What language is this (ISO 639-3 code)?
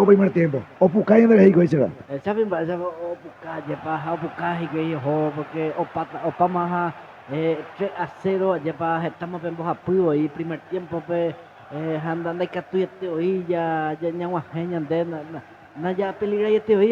grn